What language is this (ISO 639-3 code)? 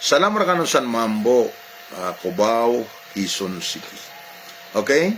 mrw